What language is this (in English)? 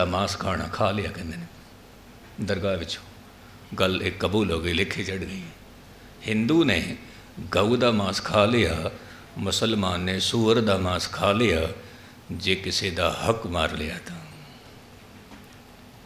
Punjabi